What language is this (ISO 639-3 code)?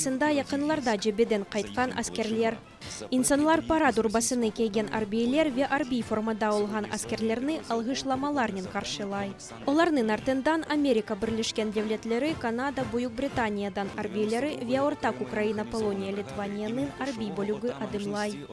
crh